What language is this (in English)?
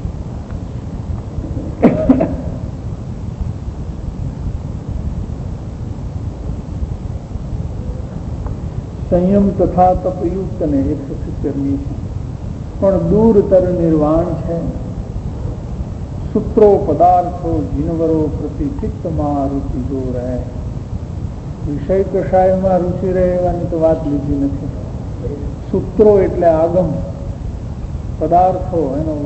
Gujarati